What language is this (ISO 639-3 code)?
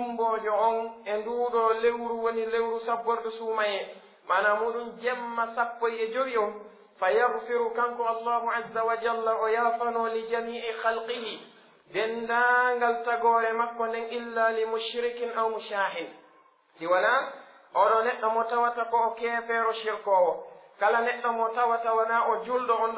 fuf